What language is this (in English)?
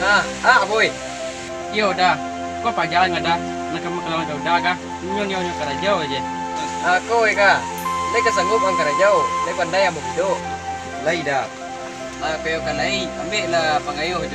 Minangkabau